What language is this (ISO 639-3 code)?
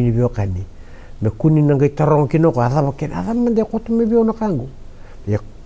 fij